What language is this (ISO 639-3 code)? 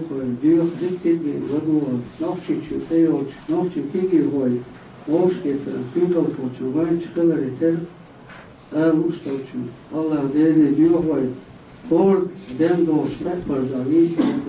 che